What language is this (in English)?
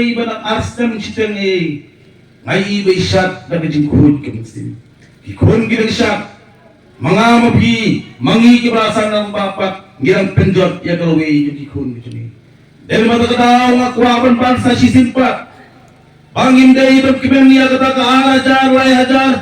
Khasi